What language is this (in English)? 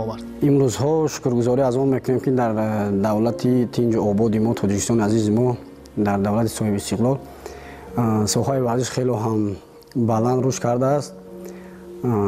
Tajik